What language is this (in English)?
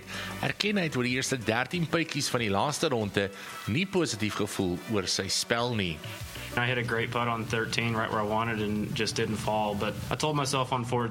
Afrikaans